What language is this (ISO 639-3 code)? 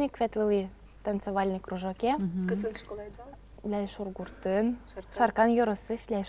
udm